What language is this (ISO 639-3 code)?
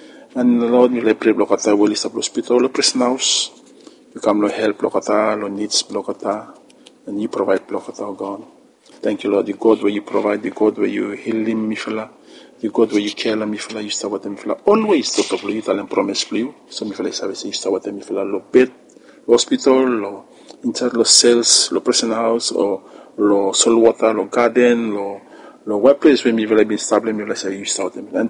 bis